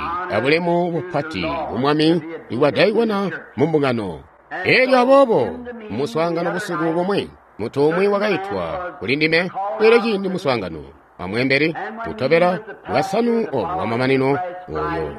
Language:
Tonga (Zambia)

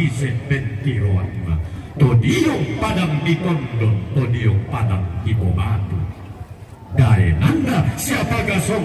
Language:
Toraja-Sa'dan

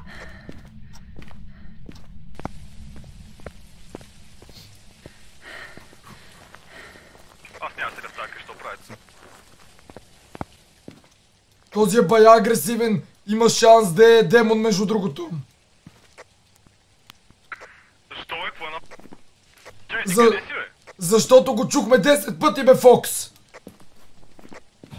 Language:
Bulgarian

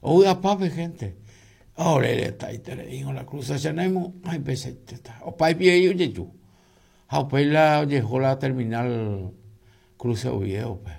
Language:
Guarani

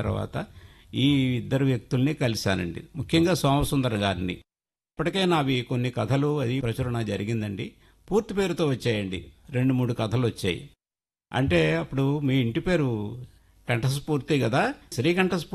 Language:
Telugu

